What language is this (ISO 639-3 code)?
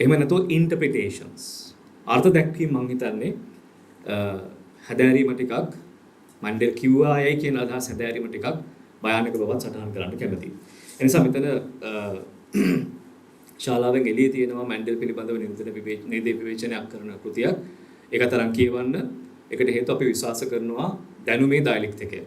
sin